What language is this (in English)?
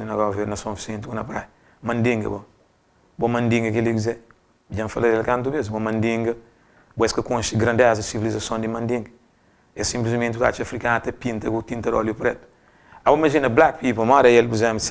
Kabuverdianu